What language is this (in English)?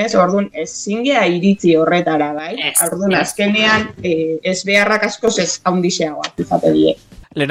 Basque